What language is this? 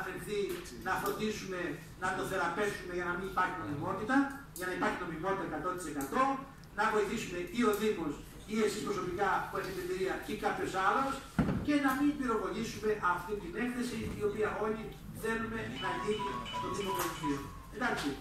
Greek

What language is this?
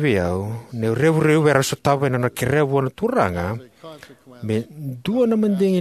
Fijian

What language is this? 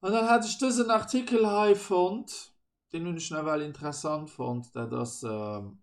Luxembourgish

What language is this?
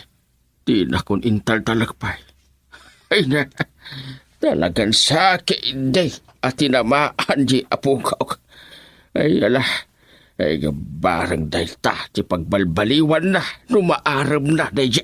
Iloko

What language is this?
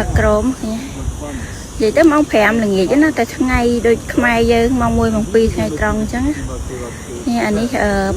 Khmer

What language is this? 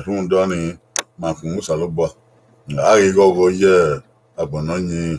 Bini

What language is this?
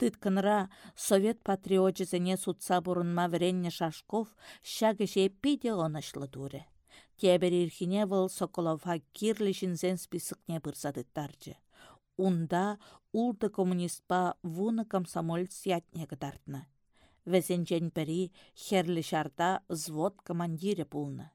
Chuvash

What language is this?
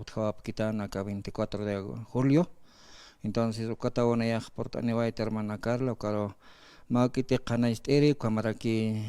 Aymara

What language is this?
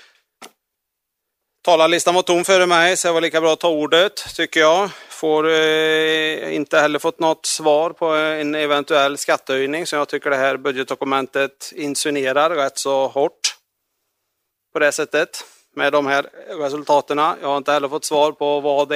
Swedish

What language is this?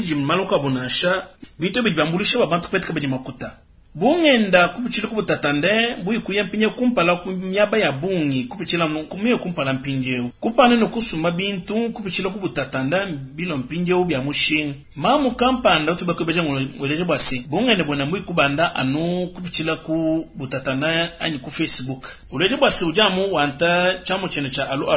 Luba-Lulua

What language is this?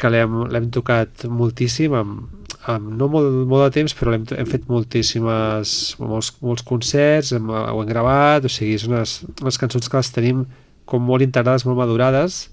Catalan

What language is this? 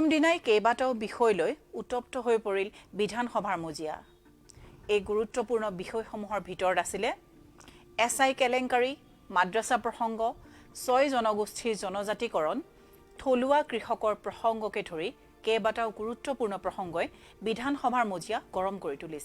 Assamese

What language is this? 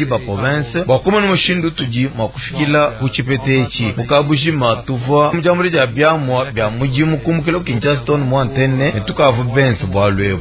Luba-Lulua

